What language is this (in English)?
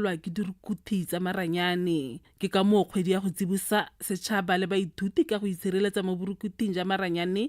Tswana